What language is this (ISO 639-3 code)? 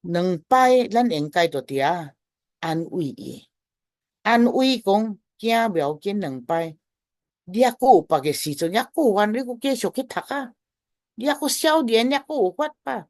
nan